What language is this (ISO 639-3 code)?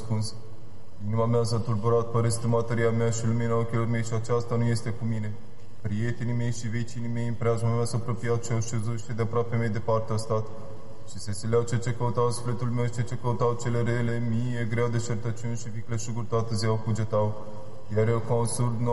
ron